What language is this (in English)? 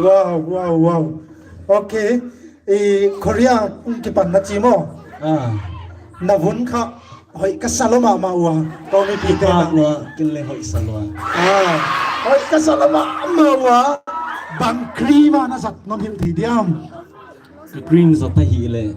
Paite Chin